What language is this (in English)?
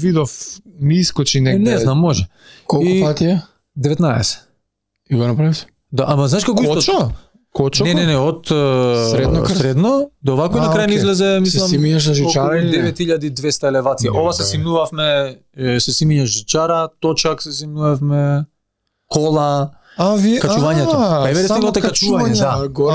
Macedonian